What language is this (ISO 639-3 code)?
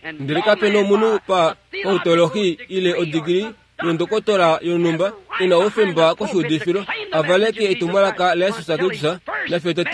kua